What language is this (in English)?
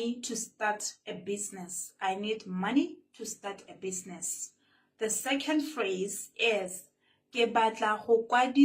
Tswana